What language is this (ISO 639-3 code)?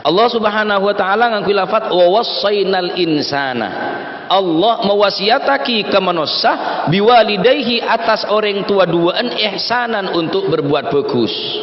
mad